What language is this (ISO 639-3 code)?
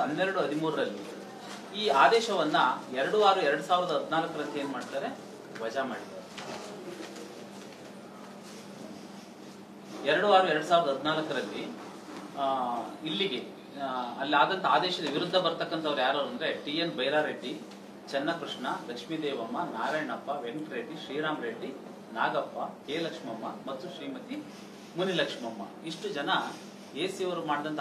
kan